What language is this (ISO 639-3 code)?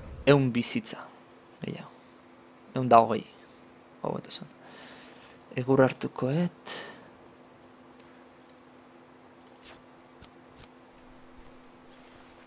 eus